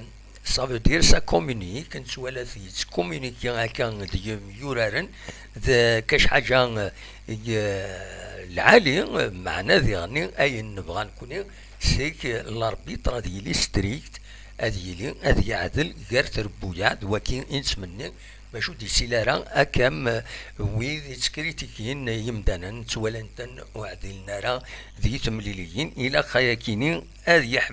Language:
Kabyle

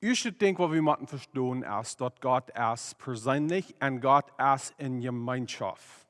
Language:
Plautdietsch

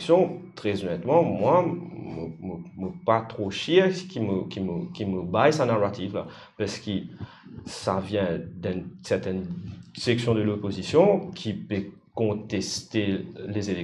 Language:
Morisyen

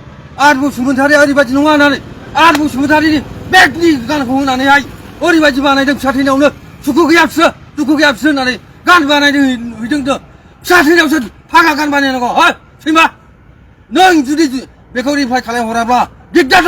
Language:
Bodo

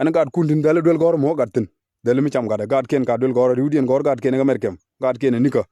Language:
Nuer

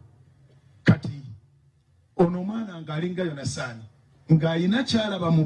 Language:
Ganda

